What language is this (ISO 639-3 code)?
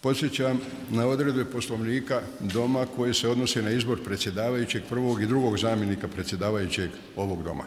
bos